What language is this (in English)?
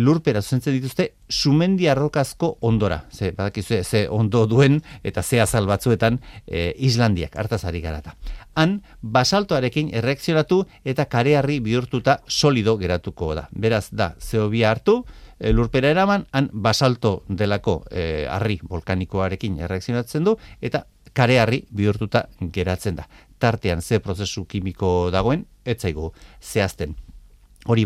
Basque